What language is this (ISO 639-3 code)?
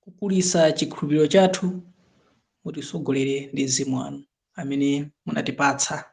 nya